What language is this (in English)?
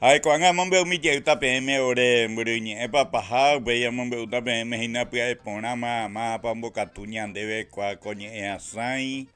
Guarani